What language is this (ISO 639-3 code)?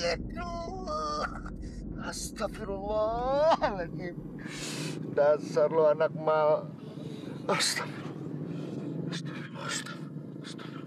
bew